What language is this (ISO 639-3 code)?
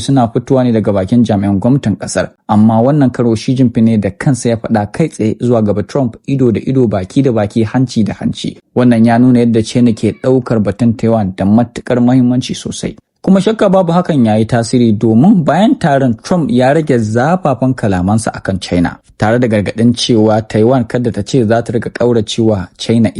hau